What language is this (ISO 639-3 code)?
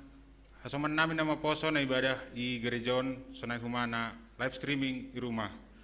bts